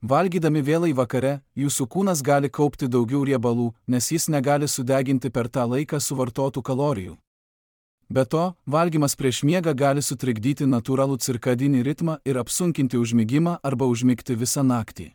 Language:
Lithuanian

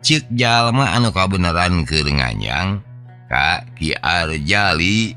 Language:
Sundanese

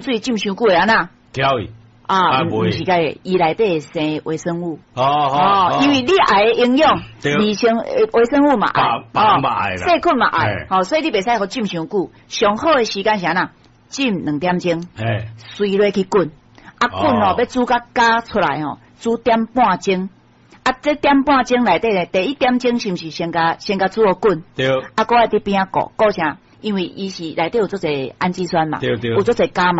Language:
Min Nan Chinese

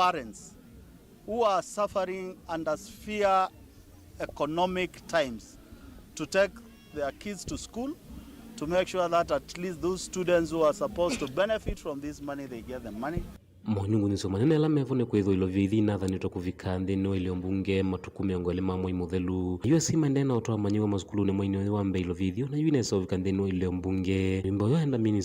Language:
Kamba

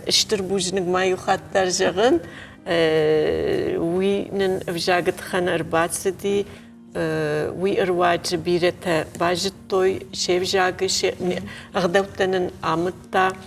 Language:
Ossetic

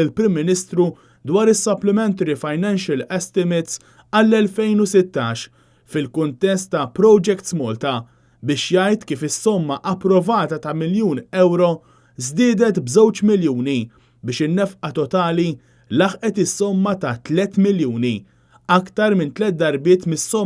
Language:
Maltese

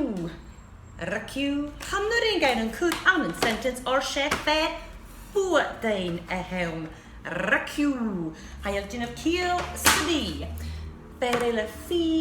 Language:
Scottish Gaelic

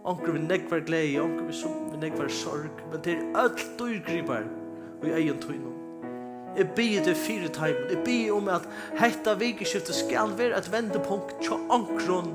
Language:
Faroese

